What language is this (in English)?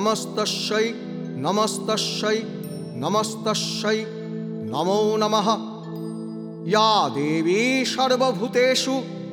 Bangla